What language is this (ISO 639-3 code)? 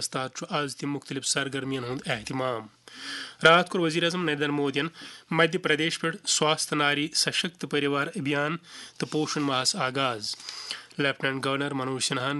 kas